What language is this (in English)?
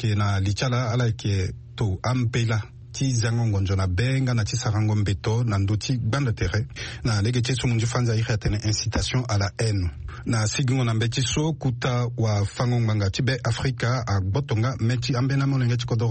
Sango